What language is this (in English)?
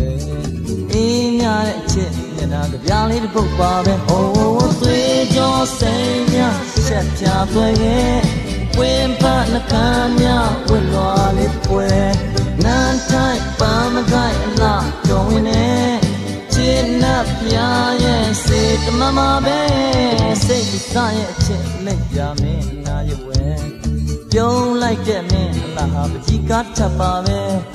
Burmese